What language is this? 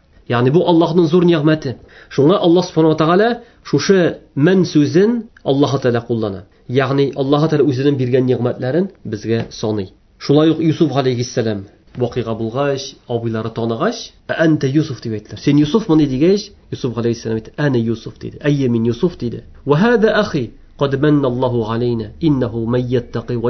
Tatar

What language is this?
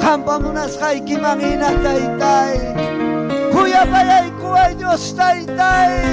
Ayacucho Quechua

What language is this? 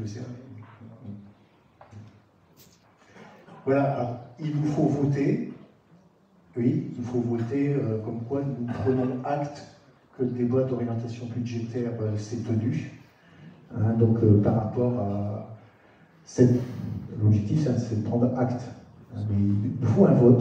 French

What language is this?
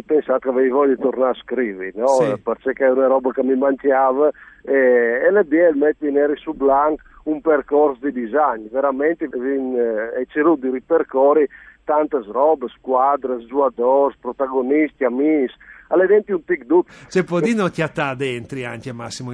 Friulian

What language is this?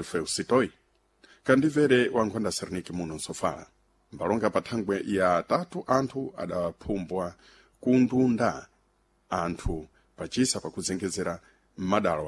Sena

